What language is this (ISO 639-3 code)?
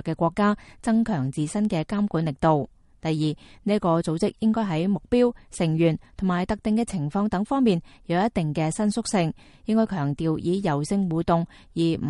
yue